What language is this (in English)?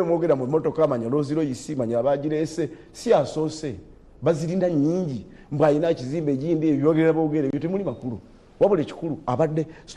Ganda